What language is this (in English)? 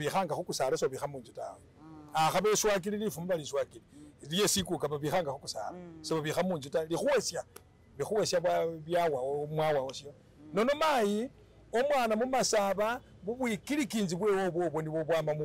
Masaaba